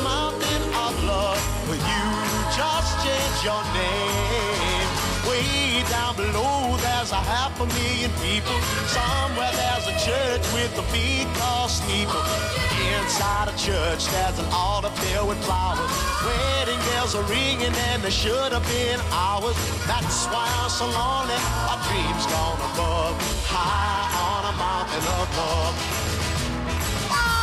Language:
English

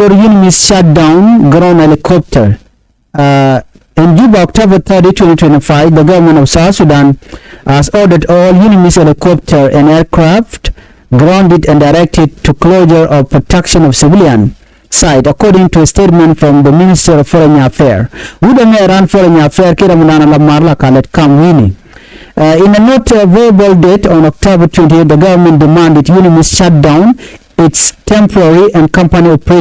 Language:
Nuer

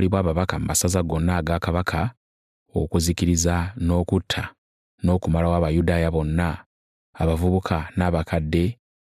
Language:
Ganda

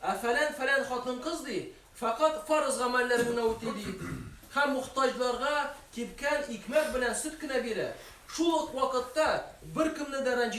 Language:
Tatar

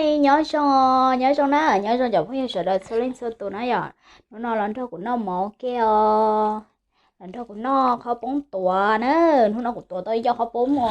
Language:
Hmong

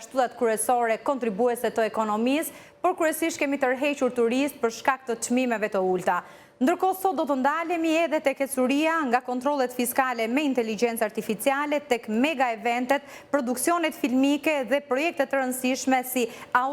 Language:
Albanian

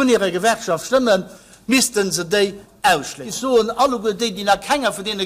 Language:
Luxembourgish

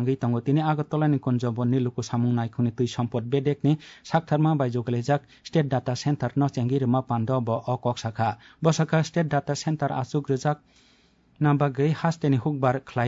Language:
Kok Borok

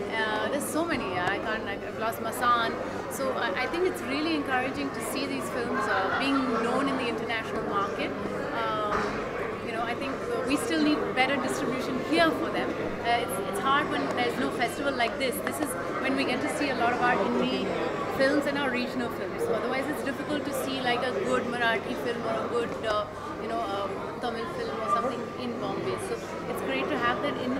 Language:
English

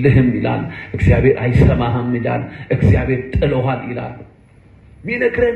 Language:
Amharic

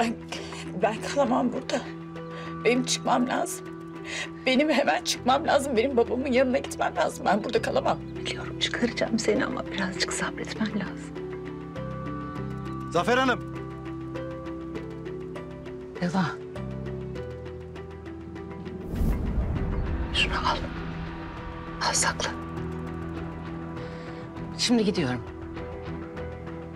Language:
Turkish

